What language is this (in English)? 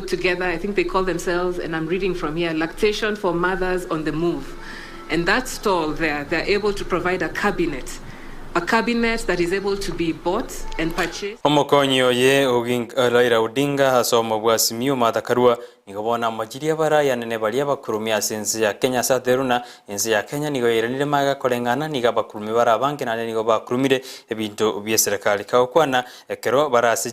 Gusii